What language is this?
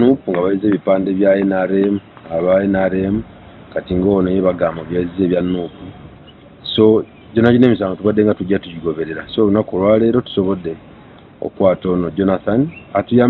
Ganda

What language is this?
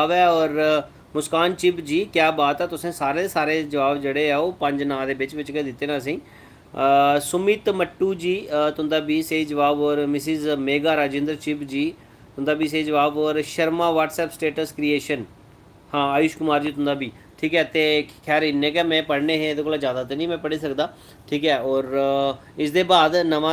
Dogri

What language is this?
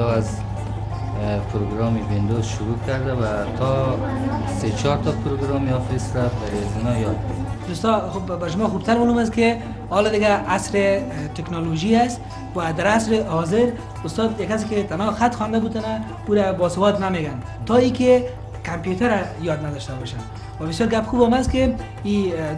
Persian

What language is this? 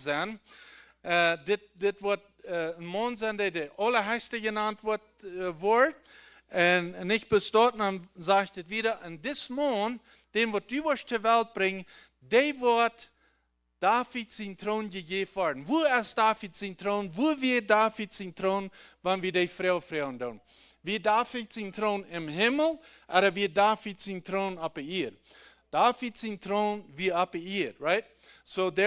Plautdietsch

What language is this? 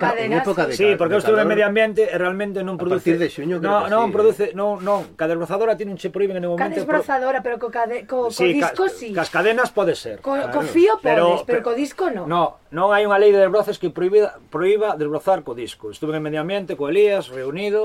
Galician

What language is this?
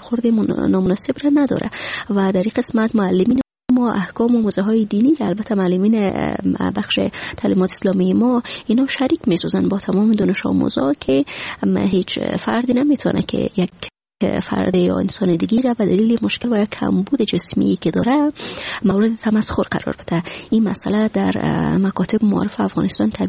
Persian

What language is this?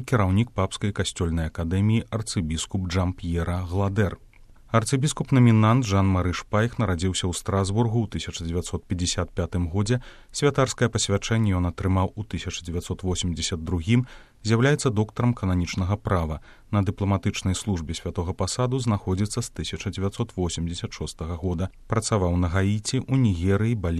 Belarusian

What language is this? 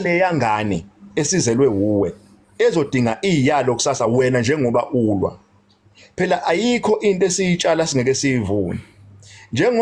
Zulu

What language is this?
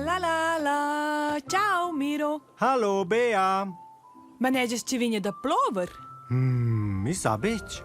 Romansh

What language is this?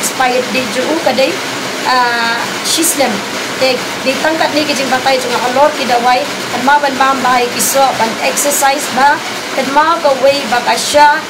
Khasi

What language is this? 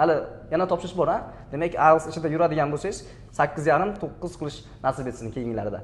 Uzbek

